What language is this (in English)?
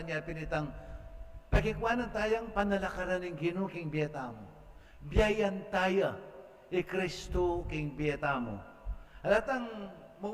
Pampanga